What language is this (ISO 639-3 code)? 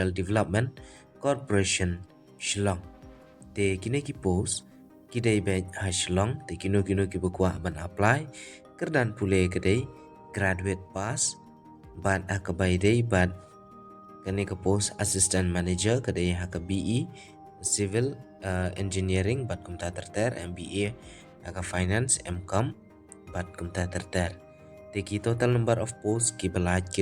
kha